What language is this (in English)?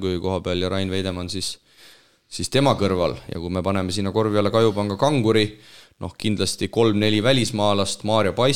Estonian